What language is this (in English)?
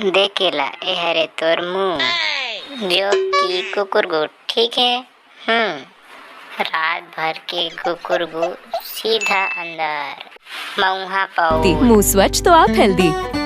Chhattisgarhi